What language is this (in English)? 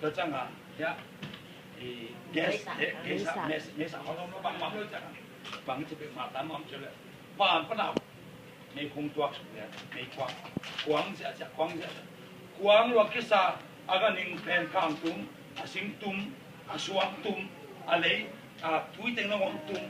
Tedim Chin